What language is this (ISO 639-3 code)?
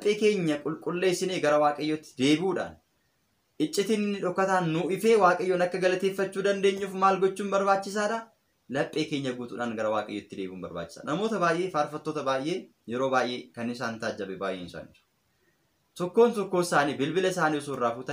orm